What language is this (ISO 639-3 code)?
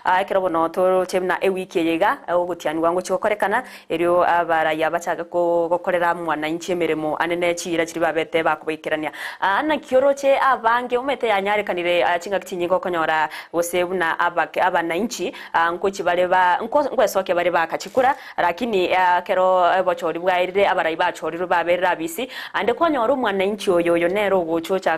guz